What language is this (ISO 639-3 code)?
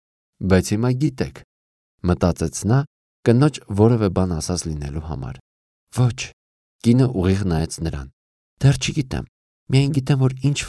hye